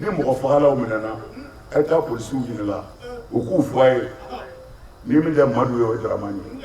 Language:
Bambara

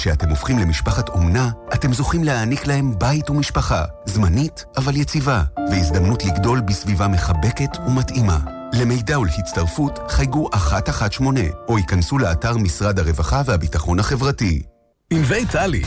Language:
Hebrew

